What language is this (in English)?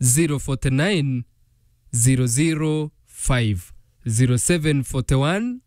Meru